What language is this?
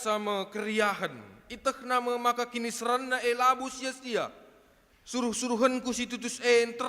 Batak Karo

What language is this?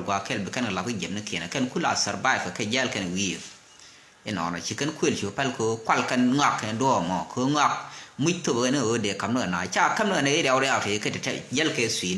Nuer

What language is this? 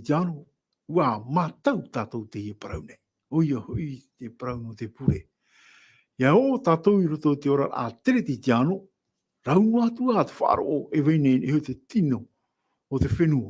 Tahitian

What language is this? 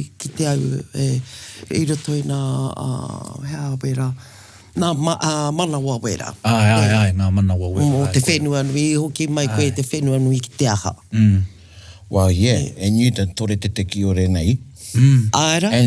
Māori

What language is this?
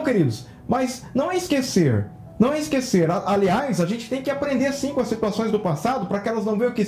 Portuguese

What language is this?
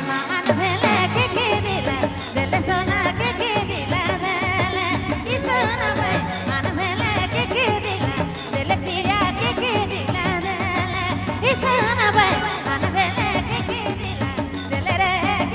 Sadri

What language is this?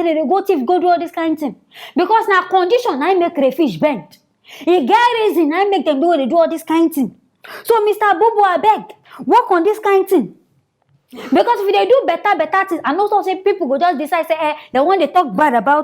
Nigerian Pidgin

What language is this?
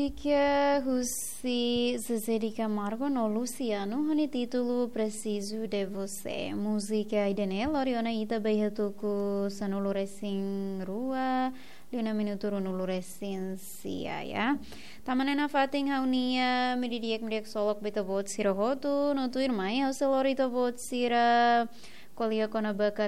Tetum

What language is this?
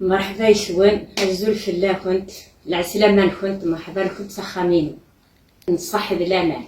Kabyle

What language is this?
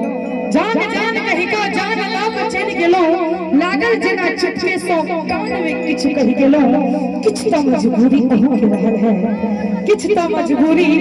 Maithili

